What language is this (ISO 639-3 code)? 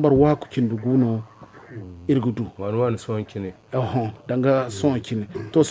dje